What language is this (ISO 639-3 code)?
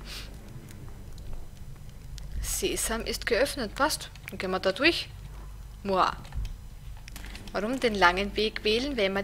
deu